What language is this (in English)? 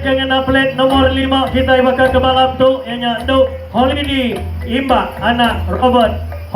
Iban